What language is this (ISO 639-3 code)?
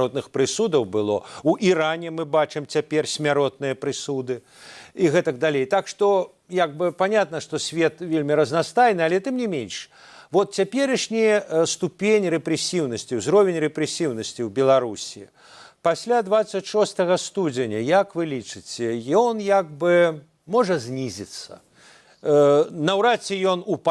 bel